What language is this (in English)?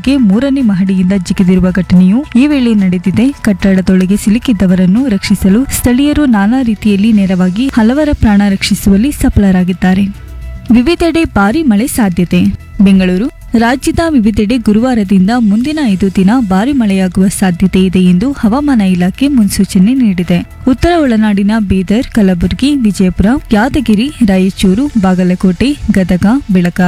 Kannada